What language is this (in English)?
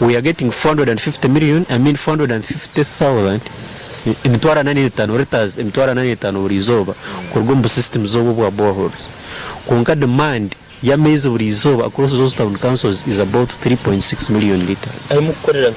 Nyankole